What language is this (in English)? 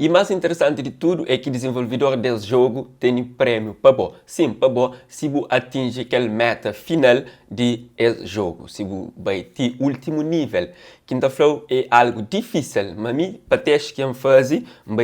Kabuverdianu